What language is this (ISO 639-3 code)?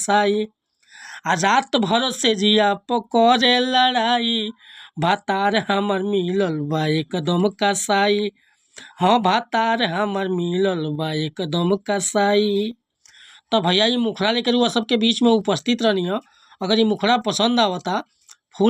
bho